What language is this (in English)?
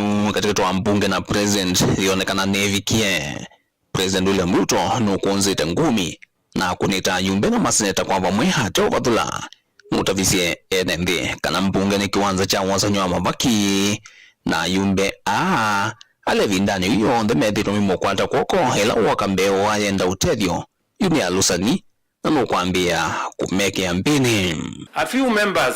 Kamba